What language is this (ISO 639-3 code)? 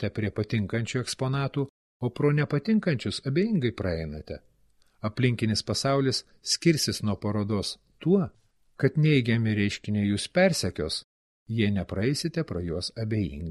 lit